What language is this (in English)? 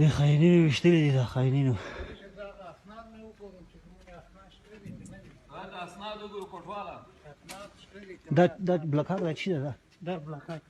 Pashto